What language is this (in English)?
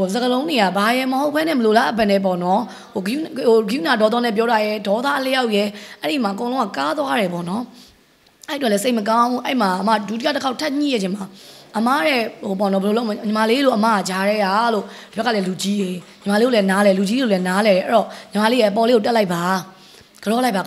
Burmese